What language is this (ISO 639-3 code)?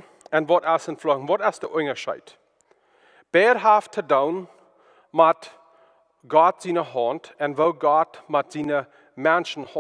pdt